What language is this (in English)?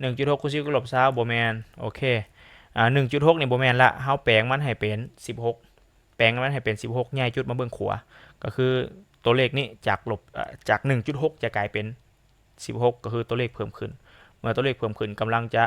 Lao